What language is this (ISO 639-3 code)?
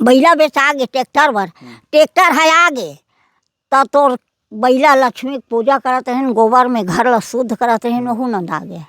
hne